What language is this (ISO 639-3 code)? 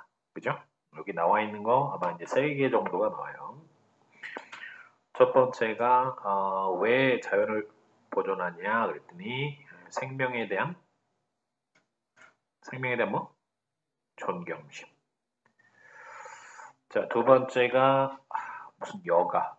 kor